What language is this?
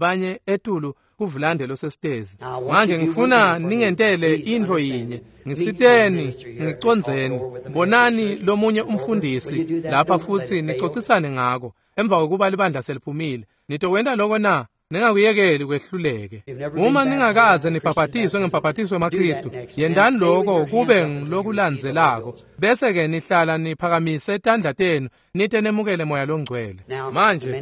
Swati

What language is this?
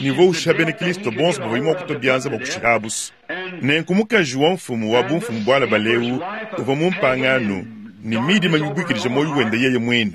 Luba-Lulua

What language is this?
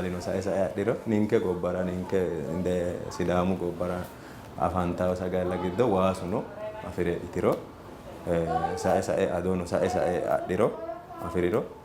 Sidamo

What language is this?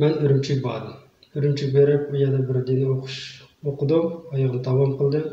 Uyghur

